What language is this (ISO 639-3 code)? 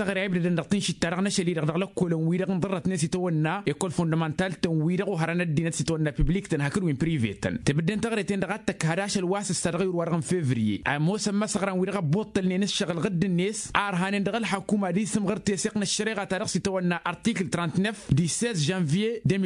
taq